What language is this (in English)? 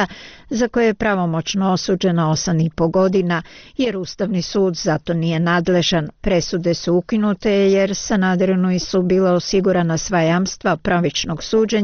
Croatian